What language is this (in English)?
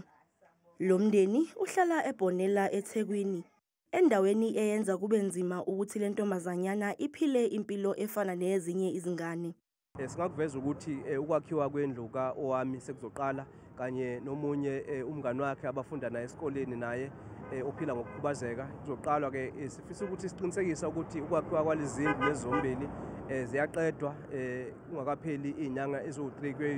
Zulu